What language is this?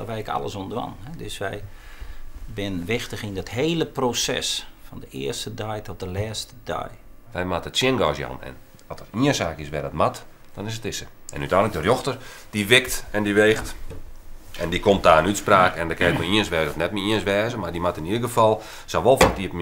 Western Frisian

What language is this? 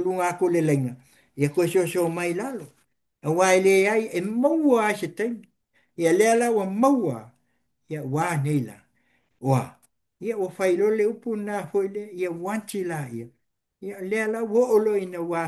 Samoan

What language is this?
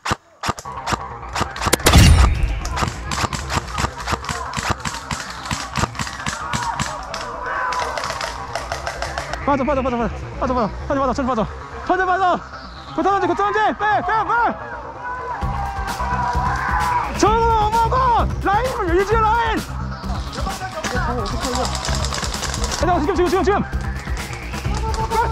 Korean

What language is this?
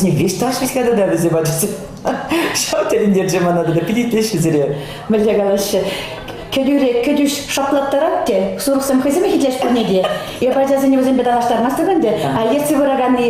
Chuvash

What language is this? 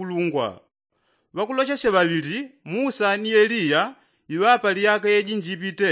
Yao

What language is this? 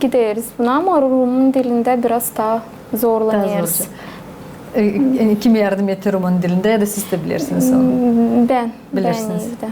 Gagauz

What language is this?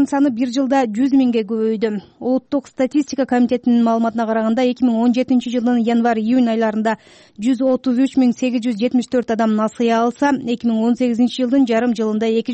Kyrgyz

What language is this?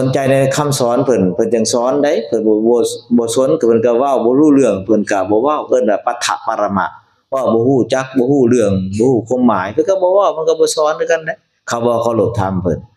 Lao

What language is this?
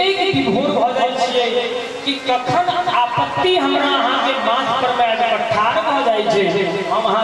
Maithili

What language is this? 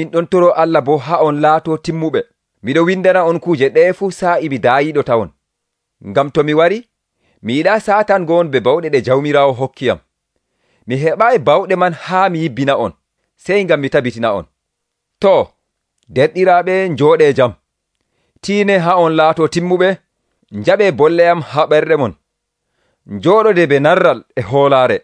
Nigerian Fulfulde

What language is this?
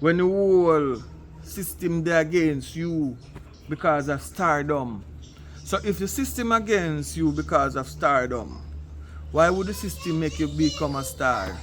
Jamaican Creole English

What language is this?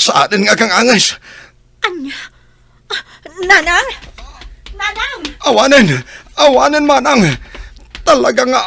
Iloko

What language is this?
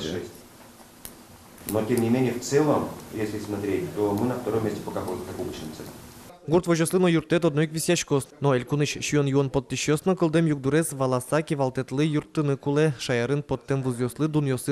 Udmurt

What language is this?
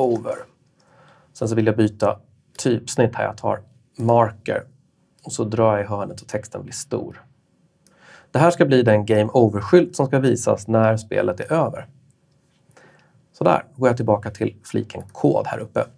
Swedish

